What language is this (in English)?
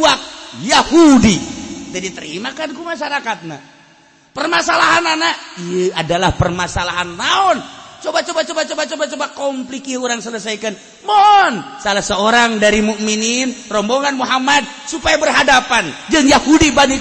Sundanese